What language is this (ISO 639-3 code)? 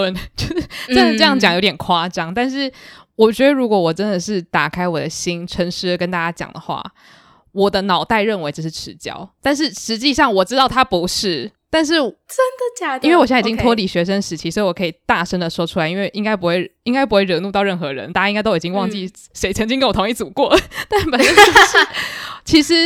zho